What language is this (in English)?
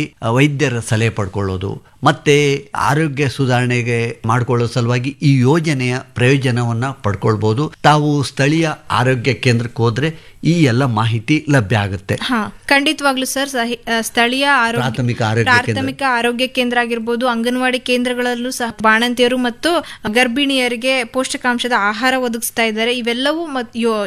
Kannada